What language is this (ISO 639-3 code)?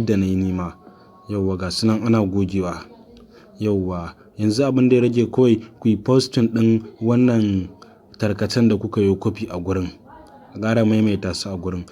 hau